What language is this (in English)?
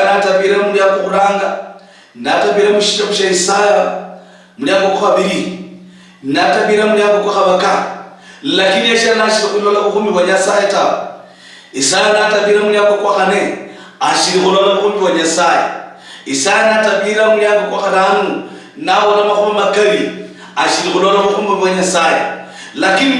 Luyia